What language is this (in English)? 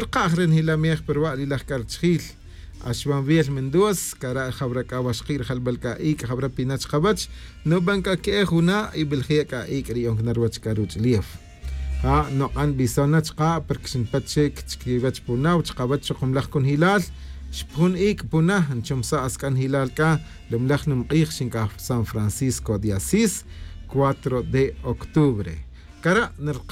Tz'utujil